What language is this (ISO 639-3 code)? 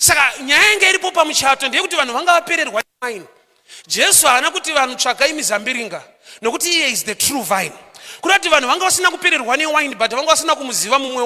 sna